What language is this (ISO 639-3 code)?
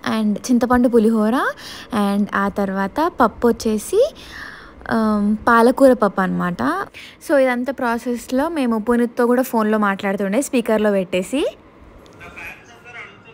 tel